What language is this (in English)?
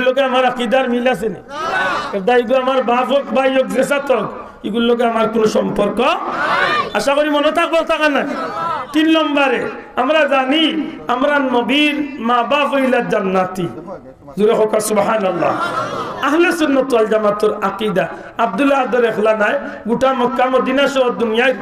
Sylheti